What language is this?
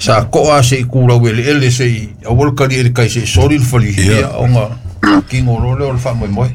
Samoan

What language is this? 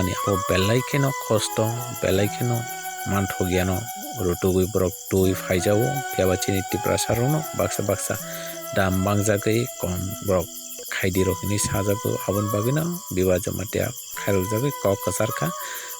Kok Borok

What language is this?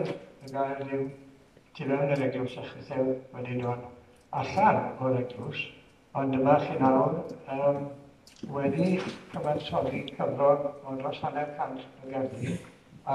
Welsh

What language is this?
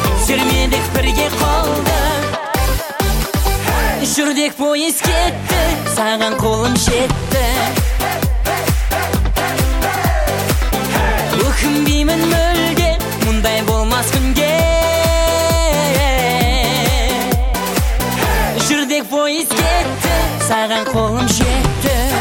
Kazakh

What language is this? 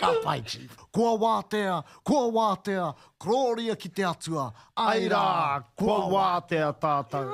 Māori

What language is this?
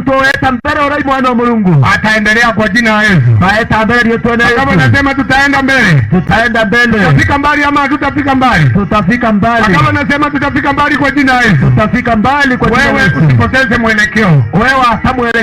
Meru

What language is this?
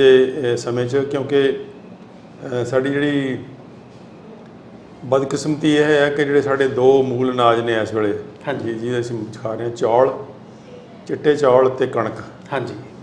Punjabi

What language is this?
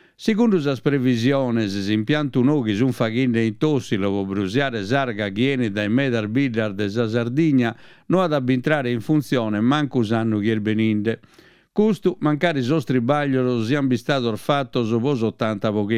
Sardinian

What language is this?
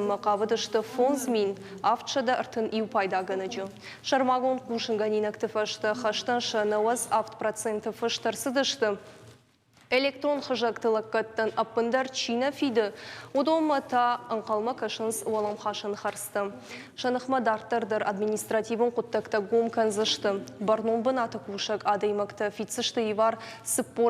Ossetic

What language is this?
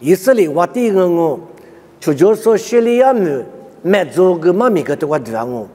Lisu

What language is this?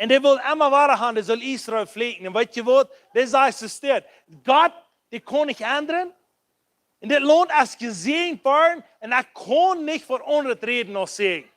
Plautdietsch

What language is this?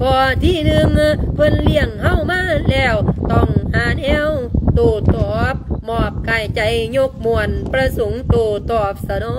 Lao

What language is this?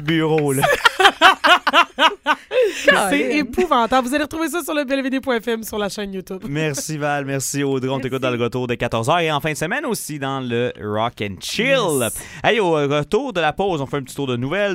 French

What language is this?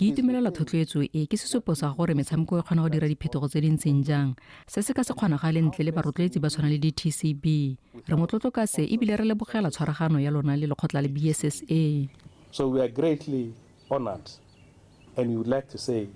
Tswana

